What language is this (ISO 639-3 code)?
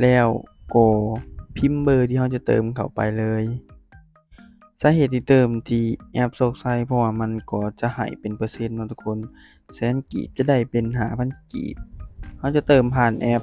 lao